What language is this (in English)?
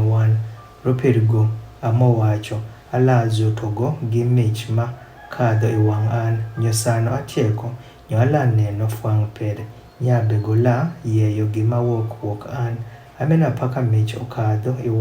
Adhola